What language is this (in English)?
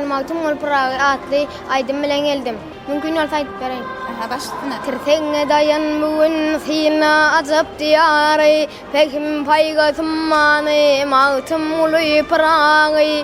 Turkmen